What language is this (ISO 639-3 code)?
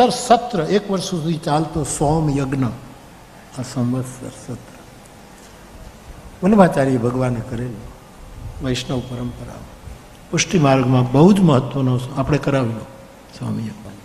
guj